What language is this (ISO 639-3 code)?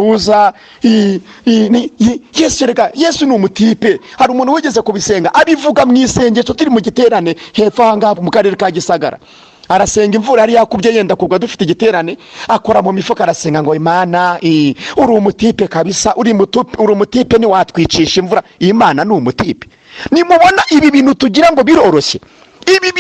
kin